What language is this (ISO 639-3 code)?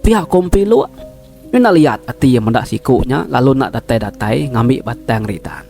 iba